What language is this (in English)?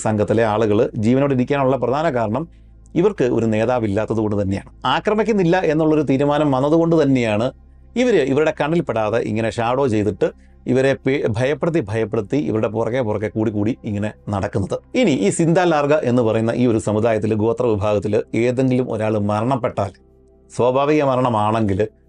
Malayalam